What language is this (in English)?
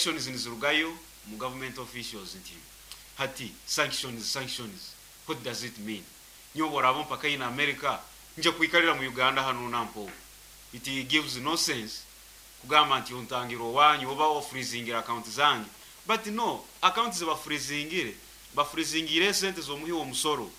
Nyoro